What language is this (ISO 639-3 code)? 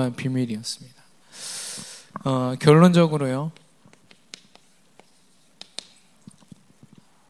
kor